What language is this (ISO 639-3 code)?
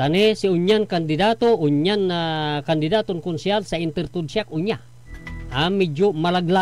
pag